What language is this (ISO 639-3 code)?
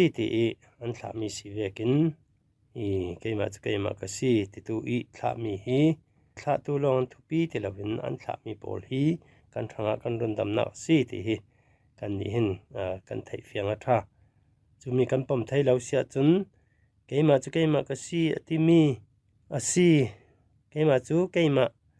cfm